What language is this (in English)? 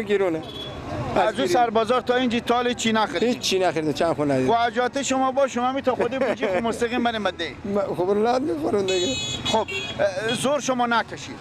Persian